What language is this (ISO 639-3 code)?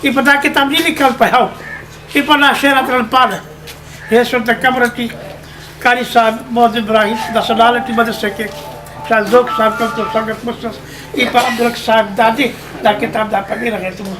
brh